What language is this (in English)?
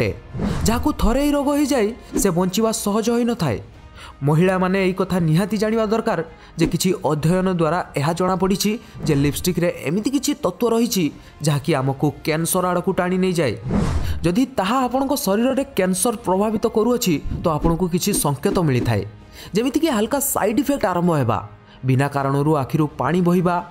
Odia